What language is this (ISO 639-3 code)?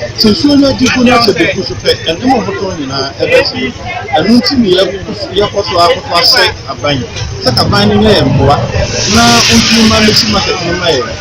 aka